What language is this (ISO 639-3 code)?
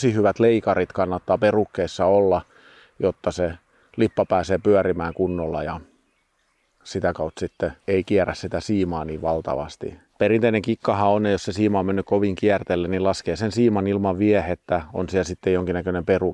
fin